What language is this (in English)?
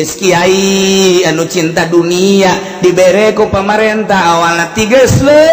Sundanese